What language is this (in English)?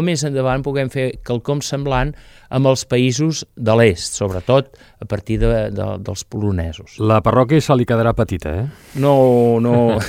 Catalan